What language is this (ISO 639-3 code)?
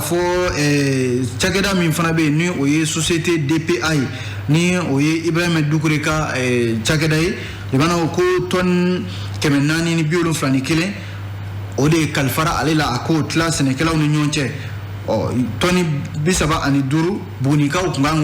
bam